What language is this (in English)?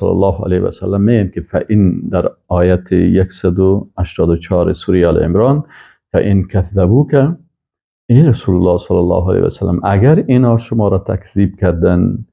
Persian